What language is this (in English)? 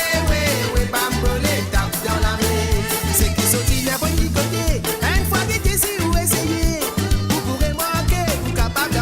Morisyen